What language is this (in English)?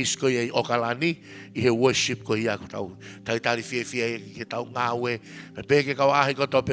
Tongan